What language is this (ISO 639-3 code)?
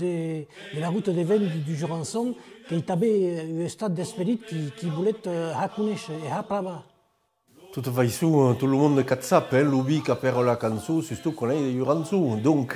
oci